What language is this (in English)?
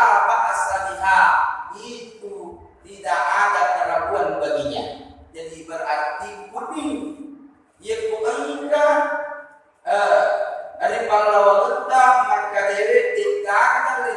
Buginese